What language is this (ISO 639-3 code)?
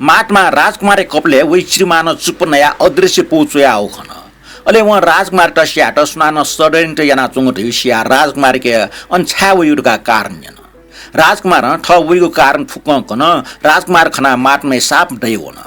new